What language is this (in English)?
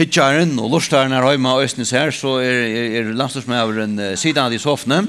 Faroese